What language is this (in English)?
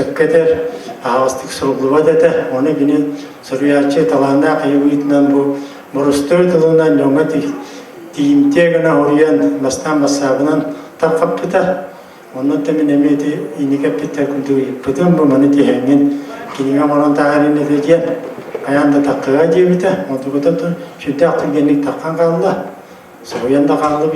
Yakut